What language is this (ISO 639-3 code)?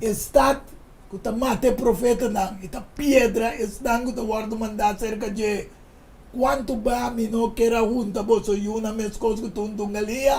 pap